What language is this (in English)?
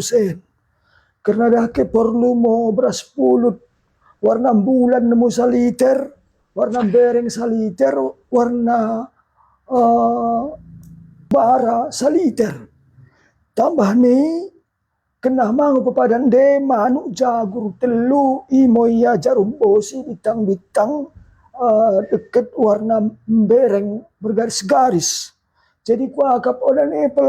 Batak Dairi